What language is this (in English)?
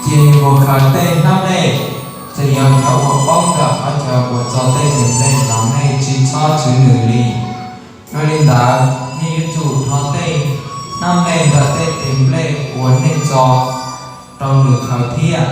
Hmong